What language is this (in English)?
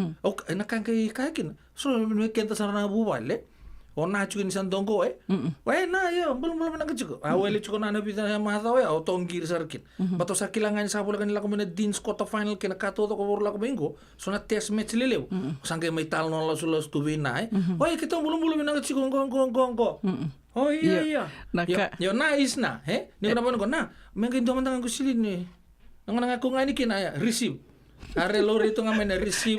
Fijian